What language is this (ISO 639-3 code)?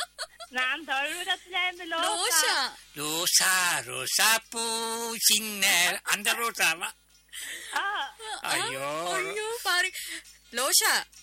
tam